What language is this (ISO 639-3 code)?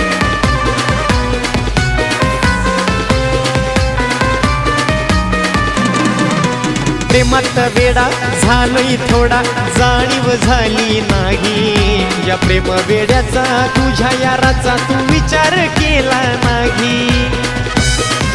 mar